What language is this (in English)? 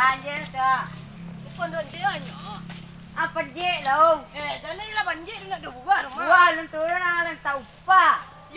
Minangkabau